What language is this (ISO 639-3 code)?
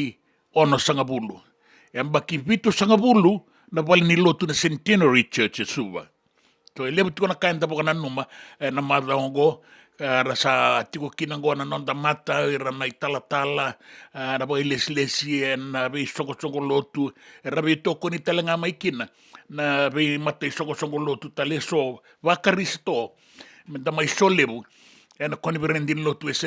fij